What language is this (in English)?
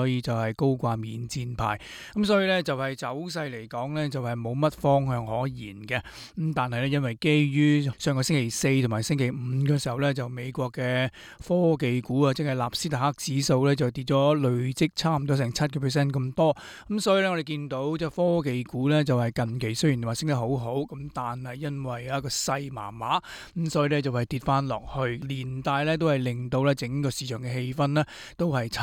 Cantonese